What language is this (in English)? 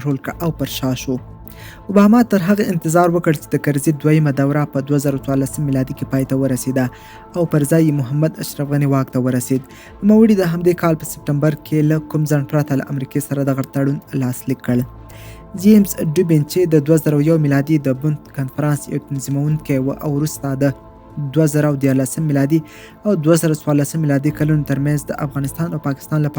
Pashto